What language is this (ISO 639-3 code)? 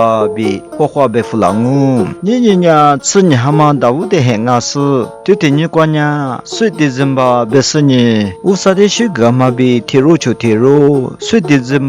lis